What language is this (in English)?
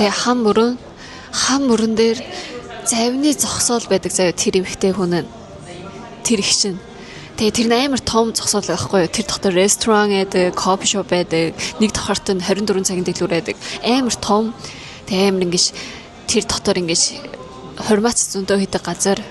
Mongolian